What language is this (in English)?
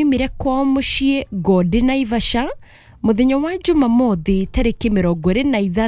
Kikuyu